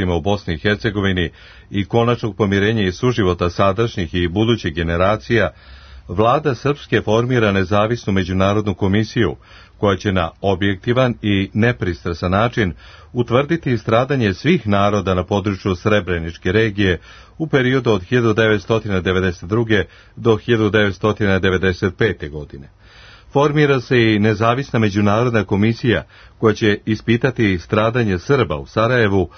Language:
Serbian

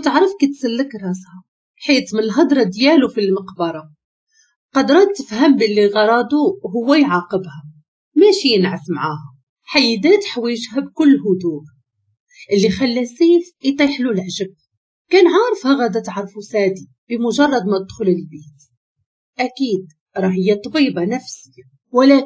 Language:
Moroccan Arabic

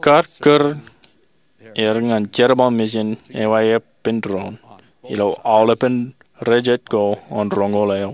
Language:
Marshallese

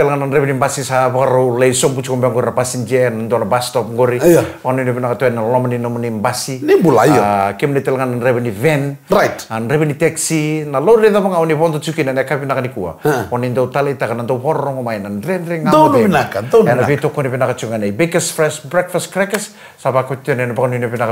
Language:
Fijian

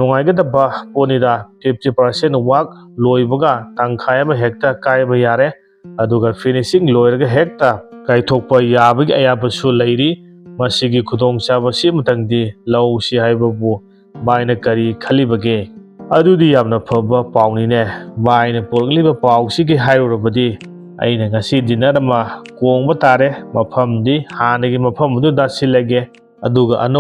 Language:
Manipuri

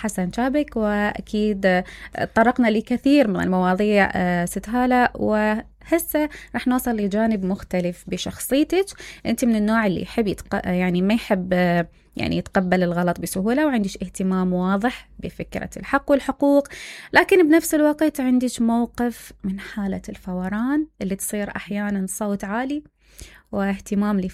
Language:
Mesopotamian Arabic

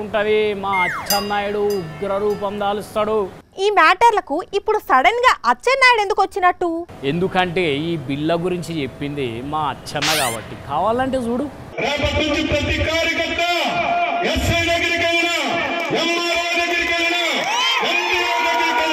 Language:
Telugu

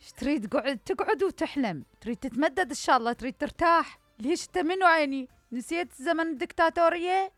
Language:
Mesopotamian Arabic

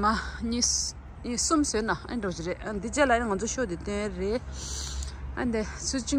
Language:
Tibetan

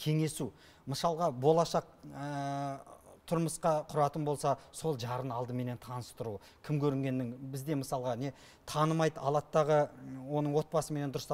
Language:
Kazakh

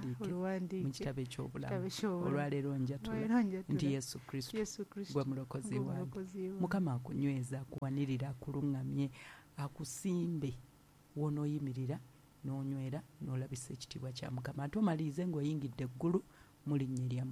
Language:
Ganda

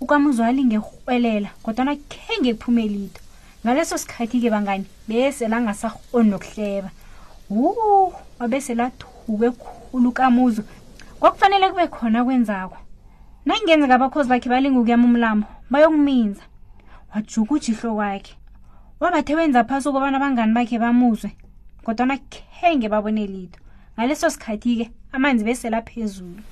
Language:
South Ndebele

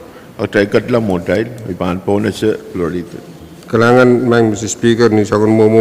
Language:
Pohnpeian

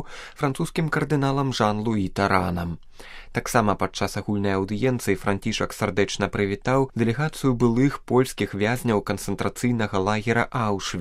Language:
Belarusian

